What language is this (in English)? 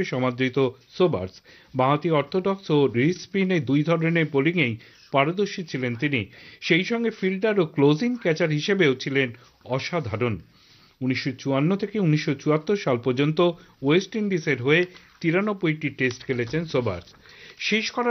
Bangla